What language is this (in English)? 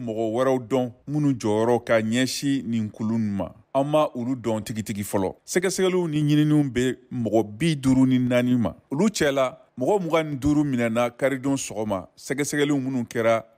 Bambara